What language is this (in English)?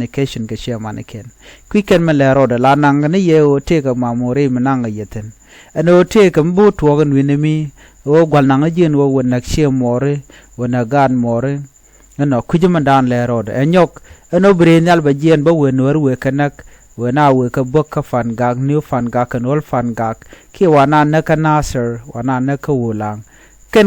Nuer